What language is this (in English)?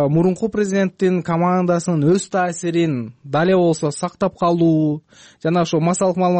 Kyrgyz